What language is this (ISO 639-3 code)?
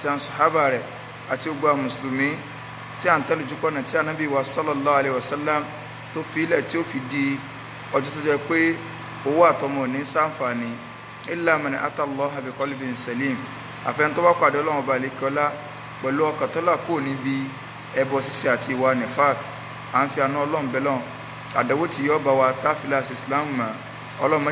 yor